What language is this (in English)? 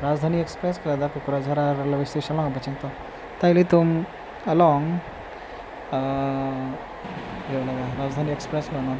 Karbi